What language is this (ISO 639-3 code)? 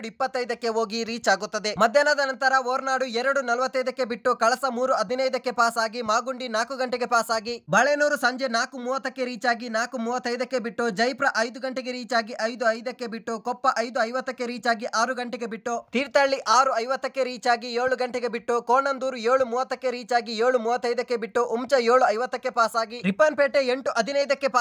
kan